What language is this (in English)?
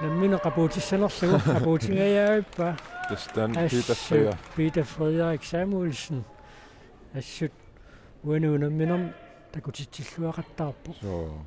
Kalaallisut